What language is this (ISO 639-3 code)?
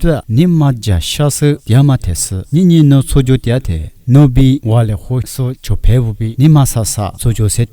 lis